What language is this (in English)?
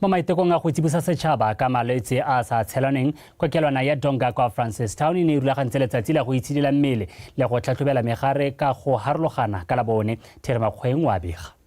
Tswana